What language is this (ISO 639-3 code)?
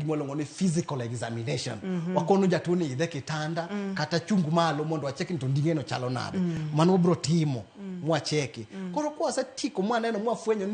luo